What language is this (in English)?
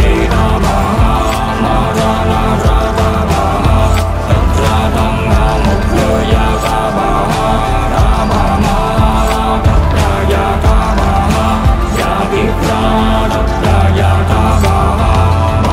Vietnamese